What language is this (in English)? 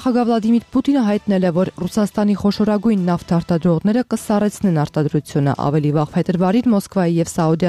Armenian